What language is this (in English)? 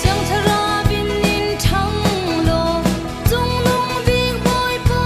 Falam Chin